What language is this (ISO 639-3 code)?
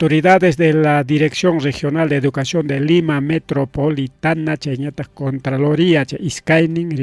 quy